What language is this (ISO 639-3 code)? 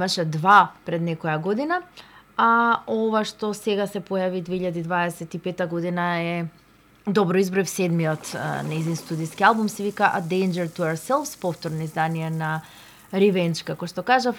mkd